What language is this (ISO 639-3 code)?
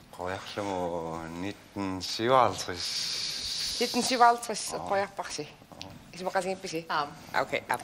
kal